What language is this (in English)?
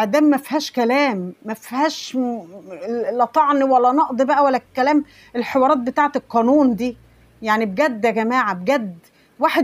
Egyptian Arabic